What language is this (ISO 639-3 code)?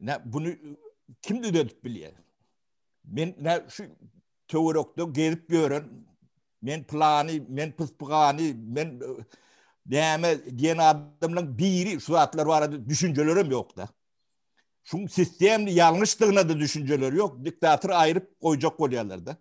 tuk